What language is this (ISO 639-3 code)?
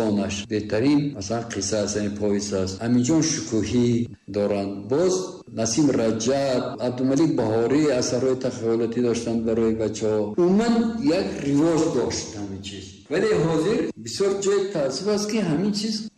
tgk